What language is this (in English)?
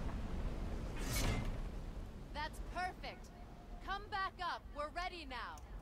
English